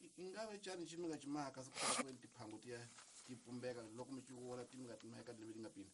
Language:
Tsonga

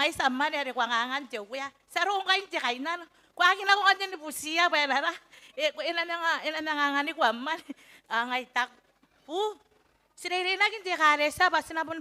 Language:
Gilbertese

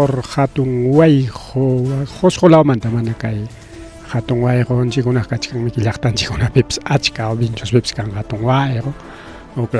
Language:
Ayacucho Quechua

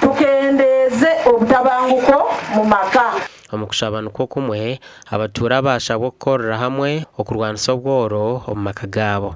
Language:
Nyankole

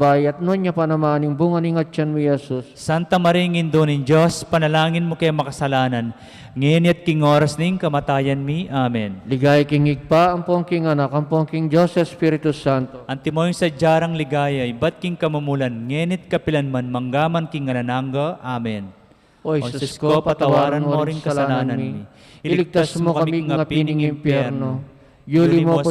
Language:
Pampanga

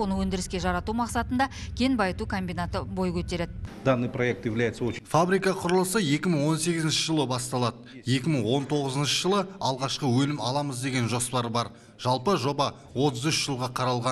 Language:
Kazakh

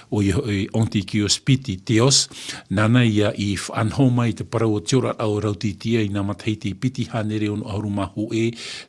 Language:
Tahitian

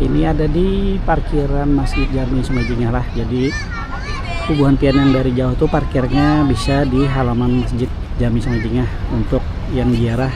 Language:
Banjar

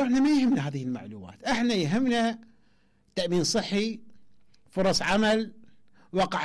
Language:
Mesopotamian Arabic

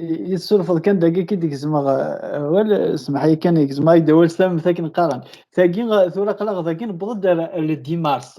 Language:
Kabyle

